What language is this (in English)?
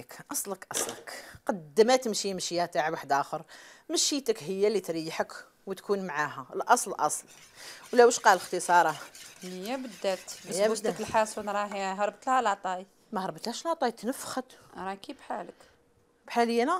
Algerian Arabic